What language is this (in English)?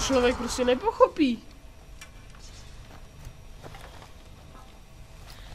Czech